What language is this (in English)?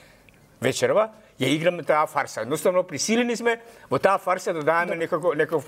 Macedonian